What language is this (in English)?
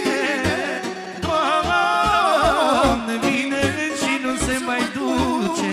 Romanian